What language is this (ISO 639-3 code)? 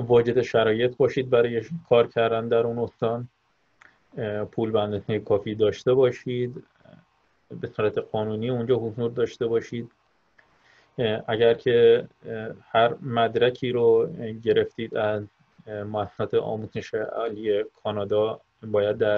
fas